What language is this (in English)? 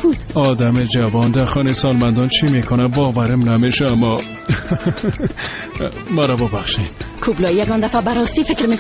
Persian